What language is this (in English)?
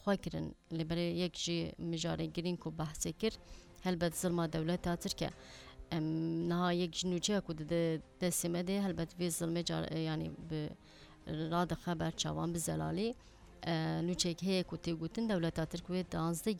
Kurdish